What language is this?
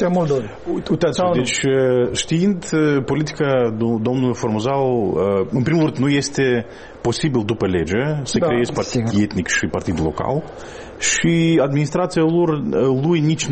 Romanian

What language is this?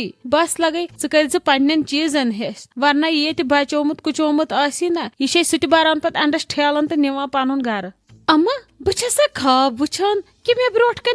Kashmiri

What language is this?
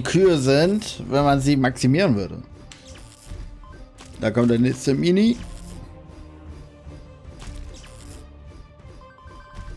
German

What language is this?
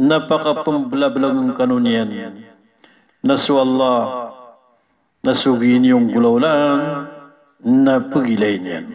Maranao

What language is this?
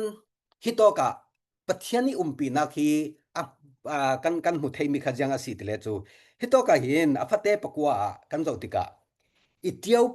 Falam Chin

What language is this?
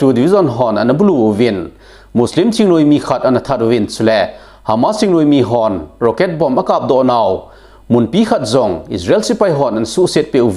Thado Chin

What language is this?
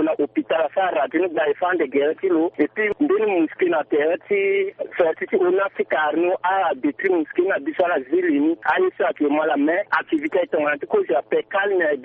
Sango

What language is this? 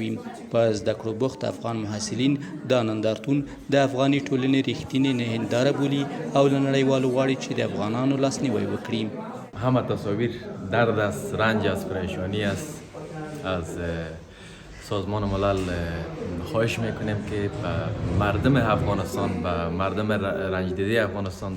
Pashto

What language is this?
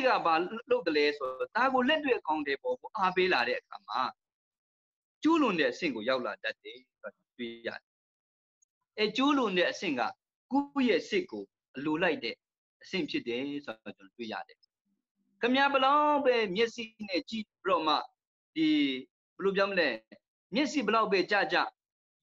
Burmese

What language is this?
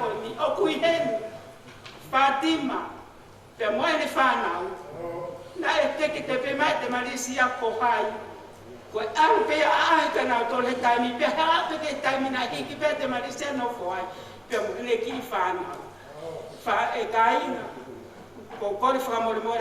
Tongan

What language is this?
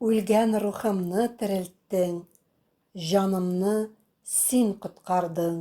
Tatar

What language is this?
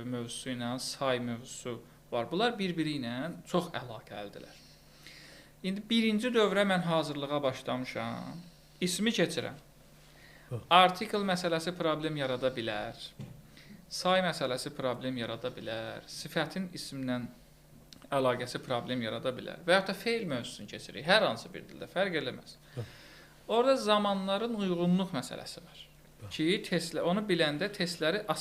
Azerbaijani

